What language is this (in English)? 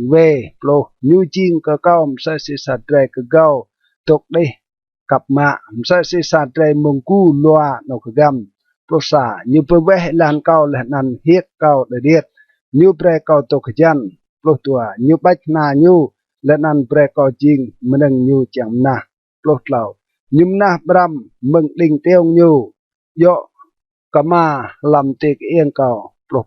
Rade